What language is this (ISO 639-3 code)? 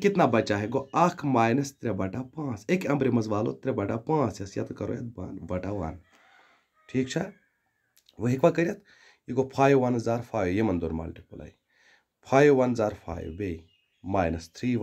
kas